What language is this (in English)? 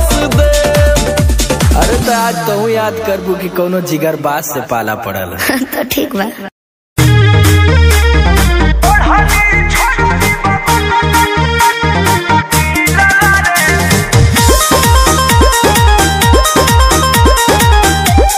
Bhojpuri